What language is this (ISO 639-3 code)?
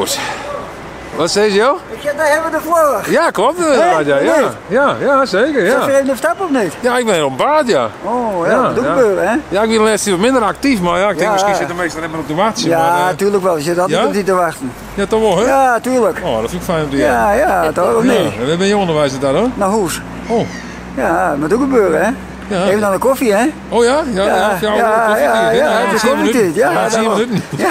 fry